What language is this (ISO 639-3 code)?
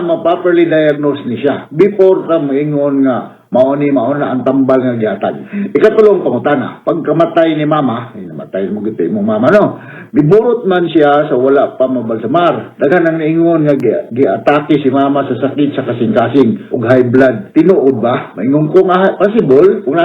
ceb